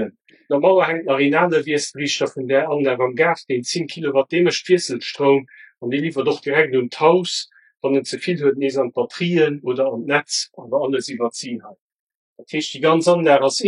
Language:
Luxembourgish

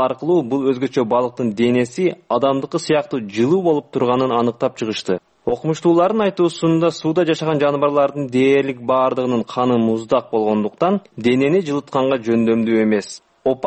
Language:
Kyrgyz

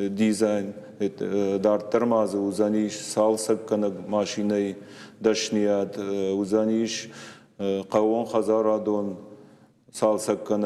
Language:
Ossetic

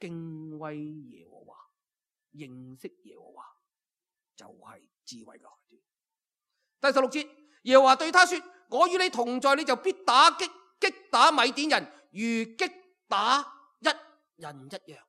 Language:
Cantonese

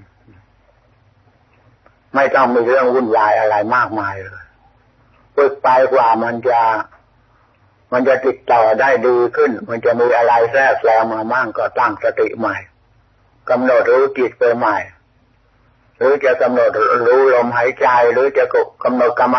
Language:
Thai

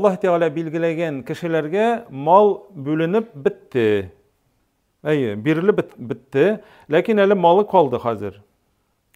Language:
Tatar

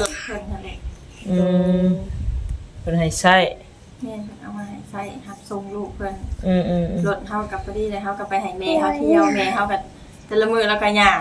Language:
Northeastern Thai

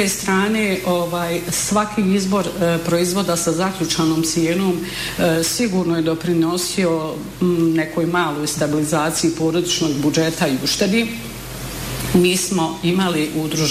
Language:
Bosnian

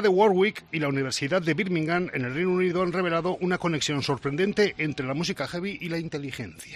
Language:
Spanish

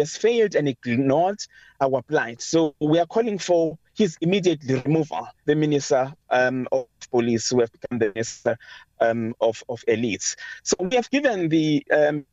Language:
English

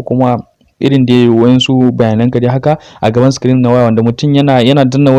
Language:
Hausa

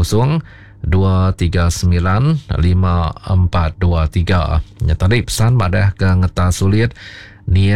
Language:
Iban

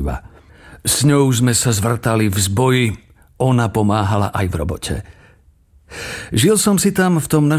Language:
Slovak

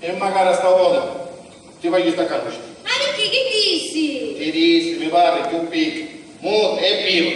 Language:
Sicilian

